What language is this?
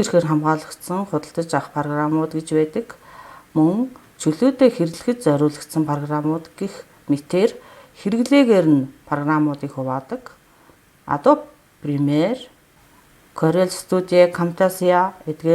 Mongolian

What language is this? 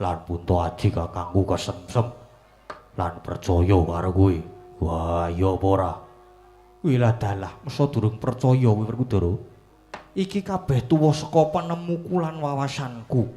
Javanese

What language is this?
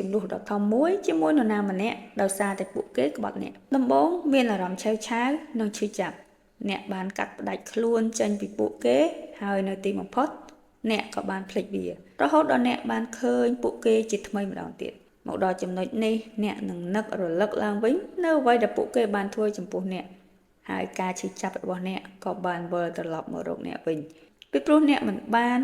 Khmer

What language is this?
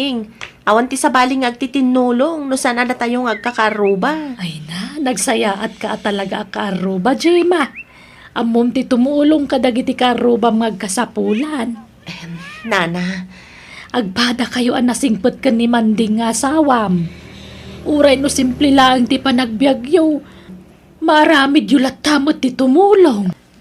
Iloko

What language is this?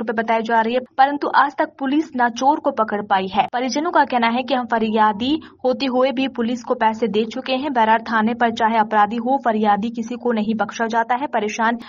Hindi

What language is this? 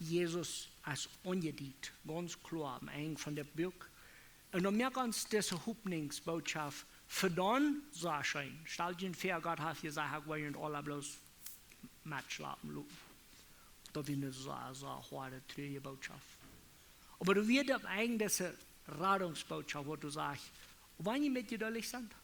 Plautdietsch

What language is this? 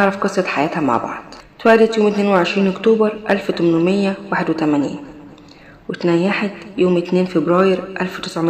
Egyptian Arabic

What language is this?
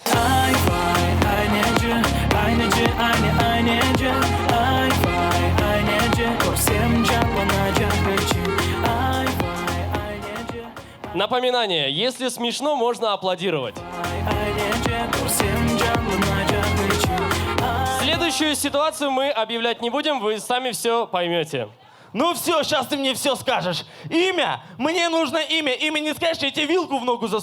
Crimean Tatar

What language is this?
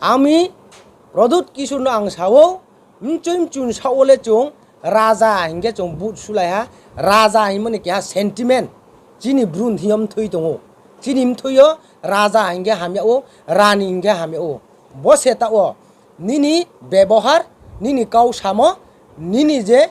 Riang (India)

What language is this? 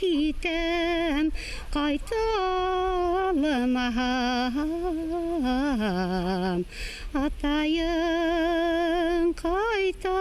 Bashkir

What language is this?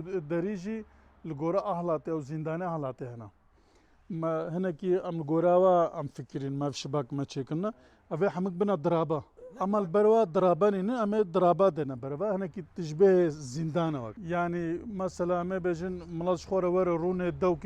Kurdish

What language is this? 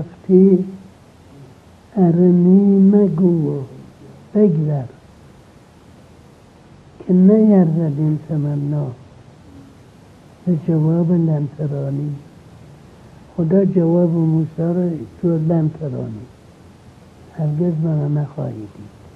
Persian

